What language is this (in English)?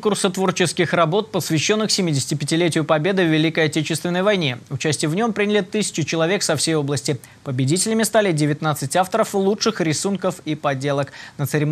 Russian